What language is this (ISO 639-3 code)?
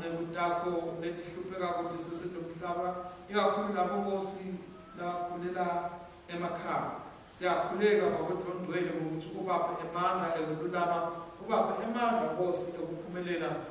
ssw